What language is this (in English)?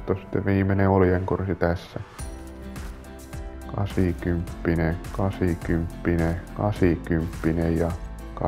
Finnish